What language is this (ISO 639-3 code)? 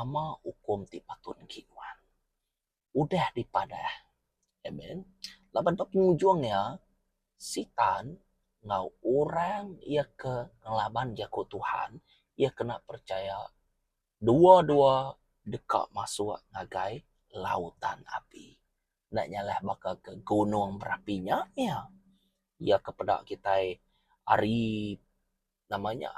iba